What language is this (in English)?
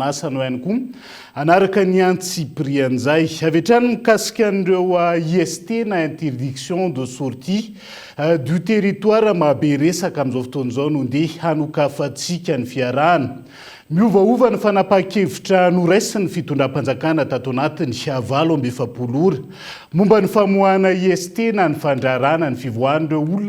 Malagasy